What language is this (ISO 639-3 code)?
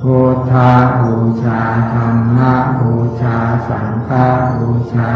pli